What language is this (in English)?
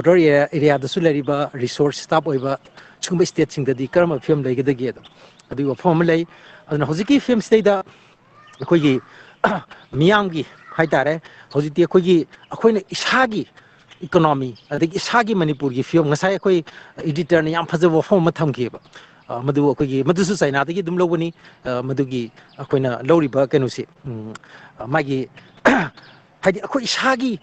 Manipuri